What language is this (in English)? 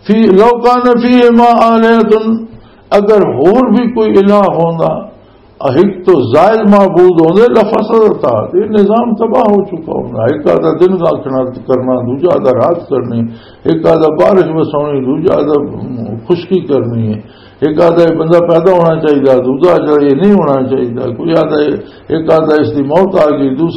Western Panjabi